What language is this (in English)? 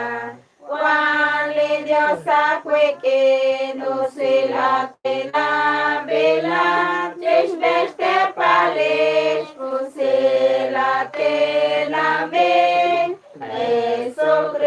Kekchí